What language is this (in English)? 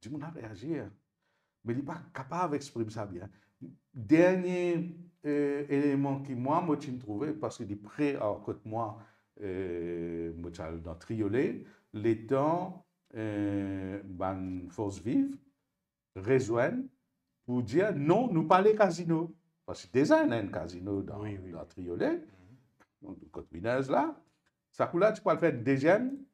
Morisyen